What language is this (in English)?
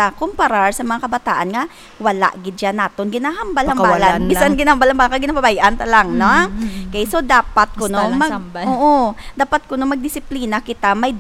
Hiligaynon